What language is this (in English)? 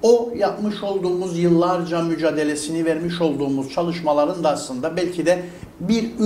Turkish